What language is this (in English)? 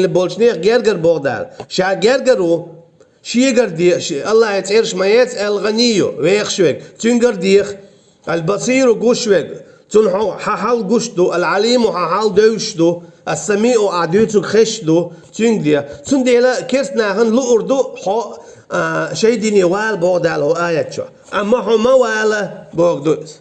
Chechen